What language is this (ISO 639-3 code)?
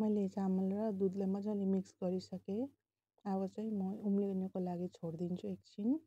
nep